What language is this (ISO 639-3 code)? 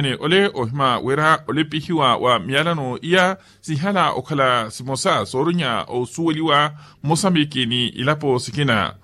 vmw